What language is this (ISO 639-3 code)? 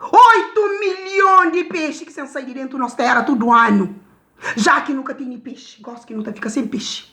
kea